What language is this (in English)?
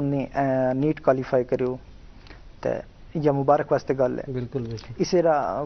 Gujari